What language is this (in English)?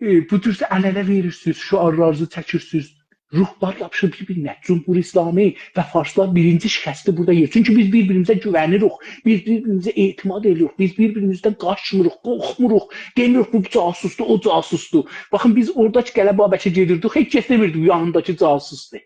South Azerbaijani